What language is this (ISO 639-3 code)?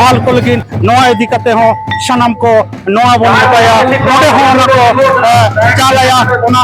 sat